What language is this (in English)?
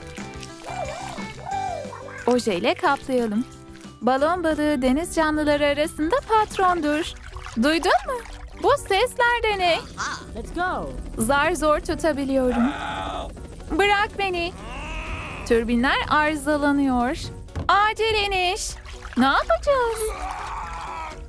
Turkish